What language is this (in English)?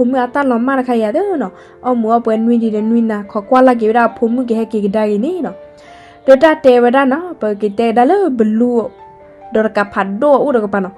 S'gaw Karen